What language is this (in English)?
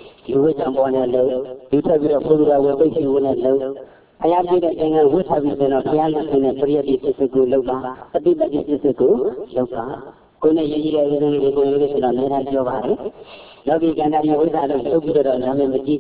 Burmese